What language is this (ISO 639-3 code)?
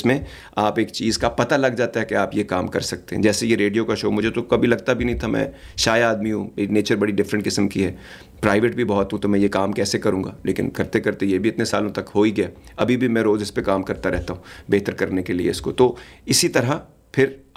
urd